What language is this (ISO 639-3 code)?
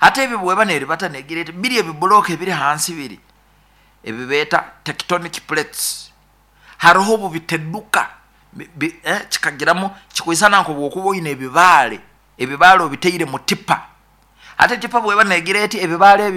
nyo